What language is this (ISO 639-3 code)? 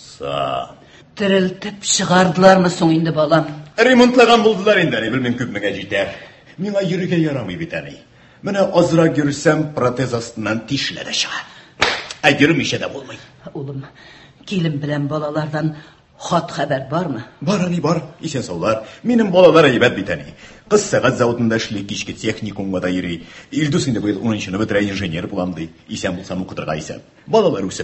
tat